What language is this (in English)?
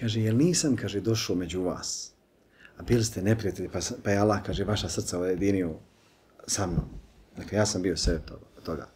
Bosnian